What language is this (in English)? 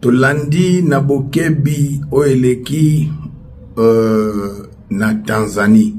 Lingala